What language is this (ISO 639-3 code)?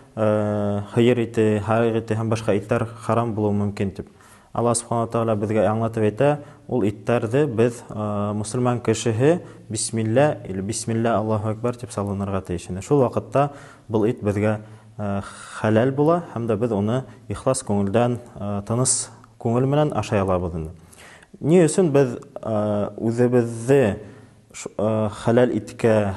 bak